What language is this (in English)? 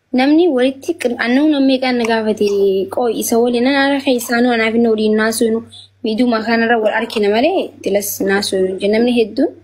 Oromo